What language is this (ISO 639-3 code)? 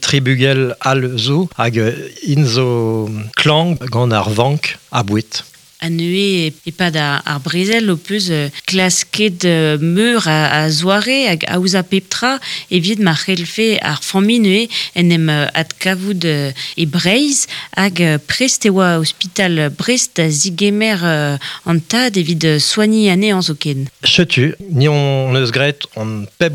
bre